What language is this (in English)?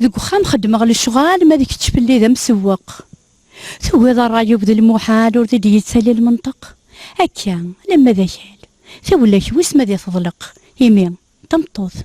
Kabyle